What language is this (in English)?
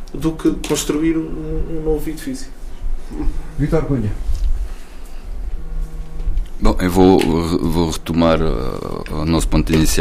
Portuguese